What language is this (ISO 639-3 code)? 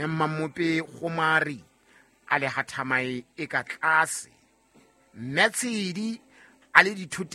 sot